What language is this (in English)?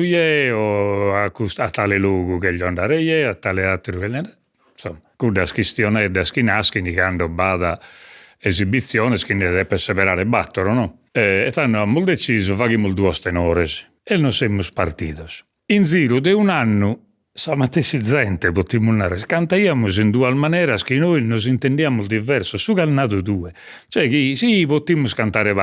Sardinian